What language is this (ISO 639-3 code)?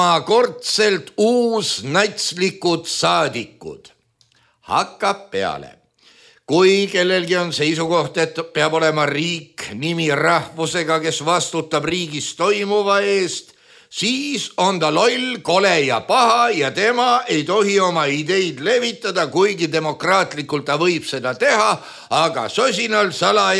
est